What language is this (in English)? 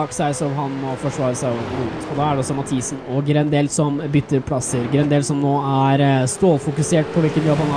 Norwegian